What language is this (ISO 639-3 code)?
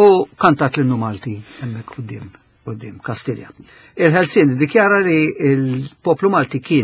mlt